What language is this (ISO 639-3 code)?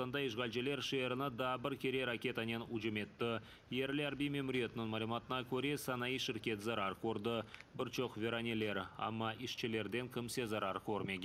crh